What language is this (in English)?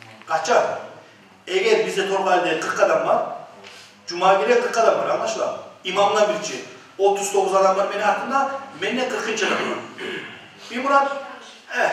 Kumyk